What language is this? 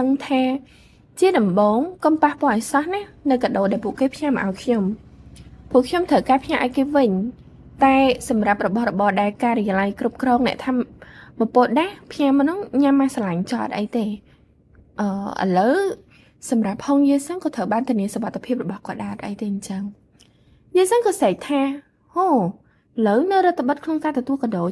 Khmer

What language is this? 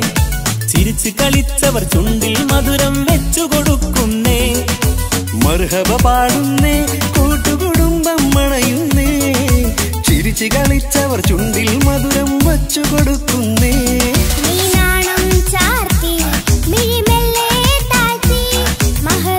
Malayalam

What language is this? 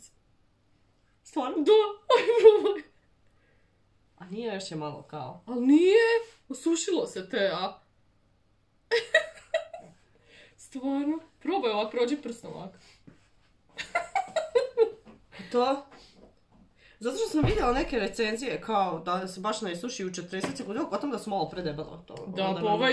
Croatian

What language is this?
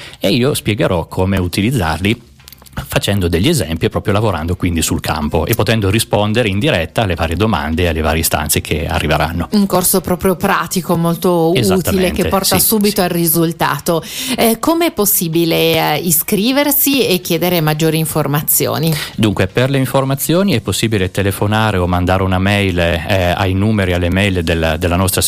Italian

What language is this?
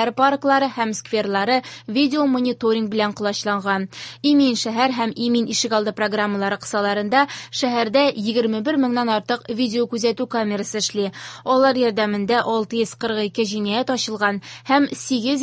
Tatar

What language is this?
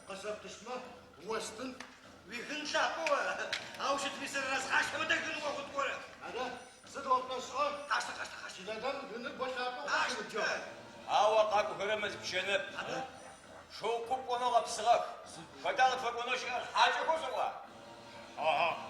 Adyghe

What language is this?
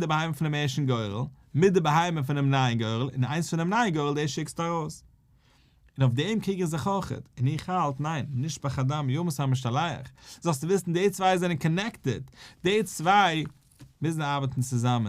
Yiddish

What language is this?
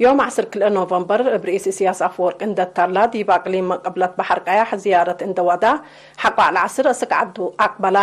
Tigre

